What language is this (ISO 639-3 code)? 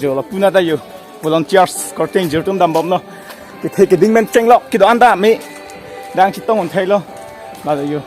mjw